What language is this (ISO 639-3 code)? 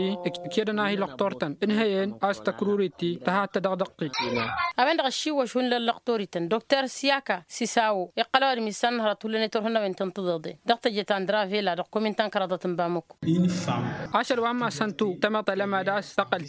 taq